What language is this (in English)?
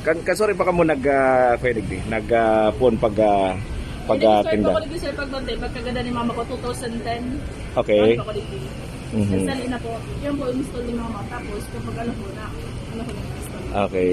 Bikol